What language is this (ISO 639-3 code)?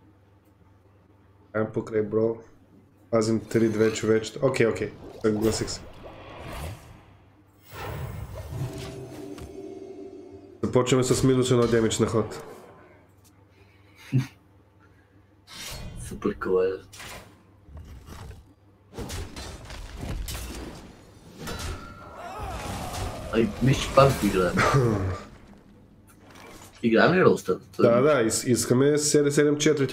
bul